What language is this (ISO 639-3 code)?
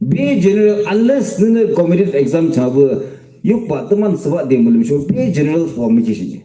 yim